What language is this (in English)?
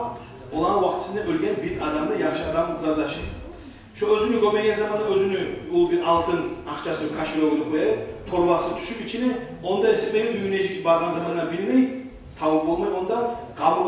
Kumyk